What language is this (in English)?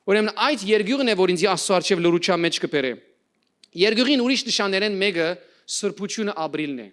Western Armenian